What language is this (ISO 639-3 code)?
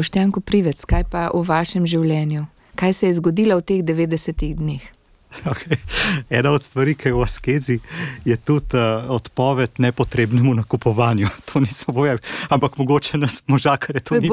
slv